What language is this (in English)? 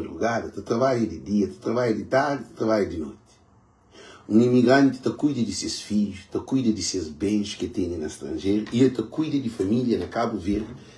Kabuverdianu